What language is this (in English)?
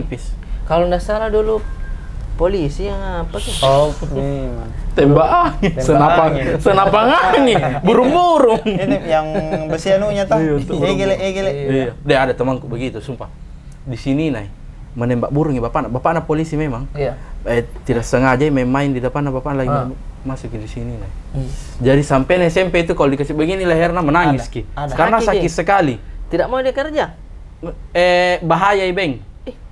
Makassar Malay